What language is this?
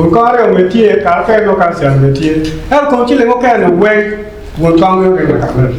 Acoli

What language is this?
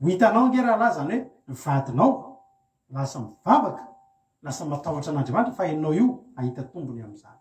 Malagasy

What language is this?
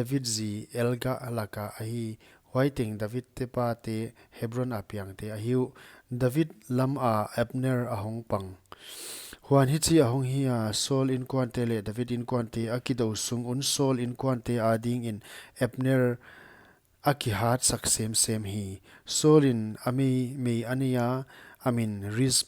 Paite Chin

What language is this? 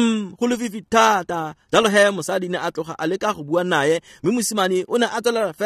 Tswana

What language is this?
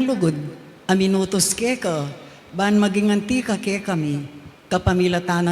Pampanga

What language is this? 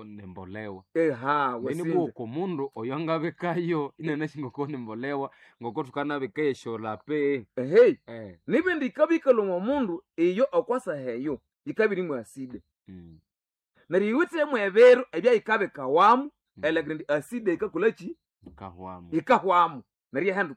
Nande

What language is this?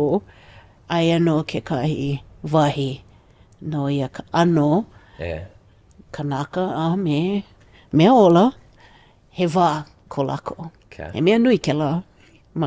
Hawaiian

